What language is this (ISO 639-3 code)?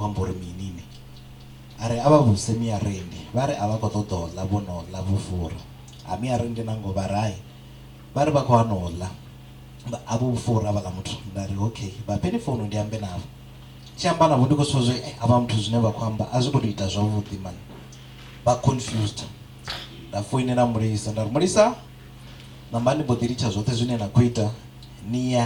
ven